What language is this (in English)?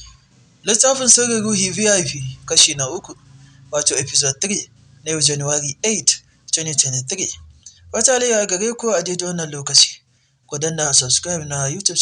Hausa